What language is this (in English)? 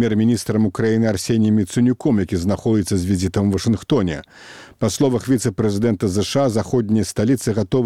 Belarusian